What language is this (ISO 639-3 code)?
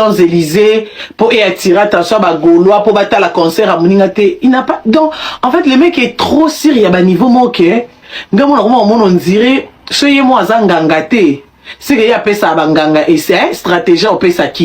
lin